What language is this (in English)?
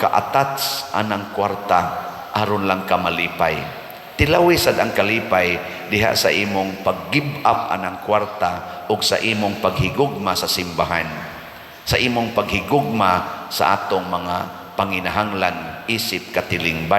Cebuano